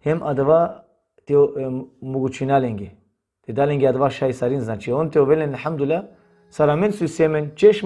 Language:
Balkan Romani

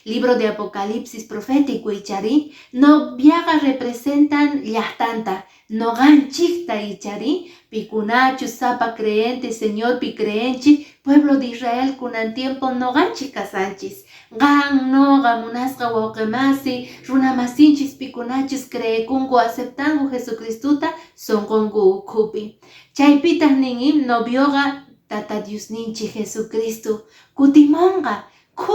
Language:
Quechua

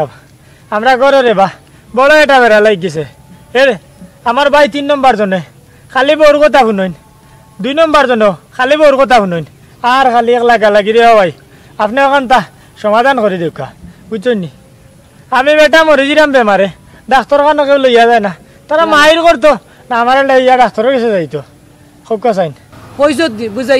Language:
Sylheti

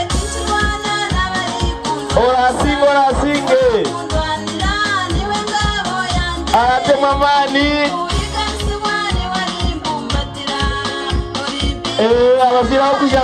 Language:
Nyankole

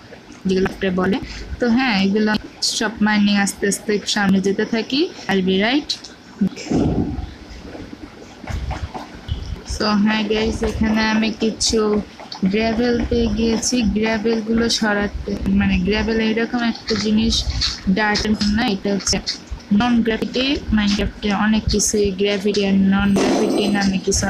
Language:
Bangla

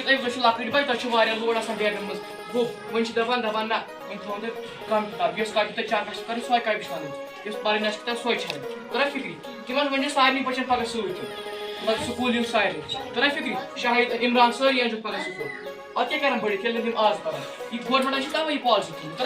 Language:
Kashmiri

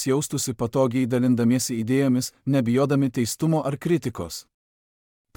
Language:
Lithuanian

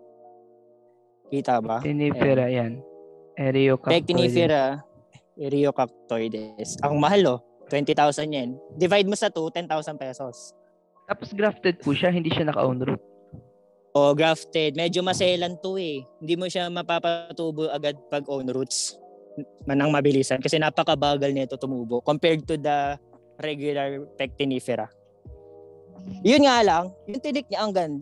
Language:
Filipino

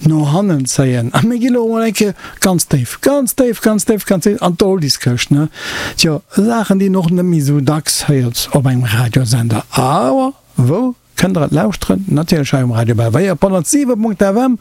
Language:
Luxembourgish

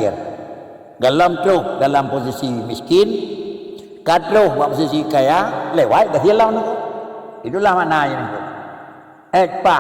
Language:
Achinese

